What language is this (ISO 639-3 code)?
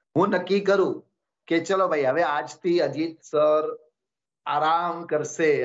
guj